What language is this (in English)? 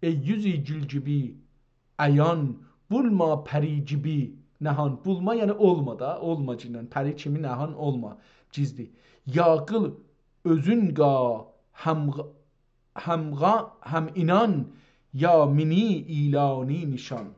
South Azerbaijani